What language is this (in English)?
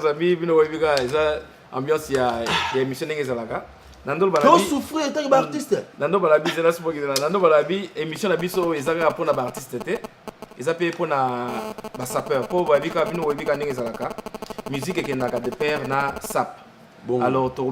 Lingala